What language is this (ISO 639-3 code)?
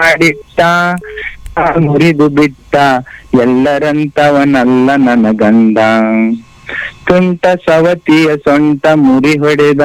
kan